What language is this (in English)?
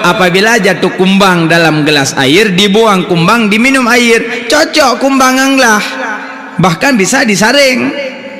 Achinese